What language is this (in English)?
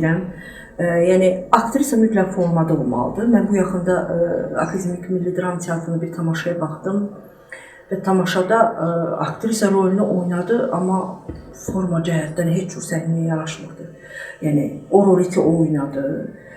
Azerbaijani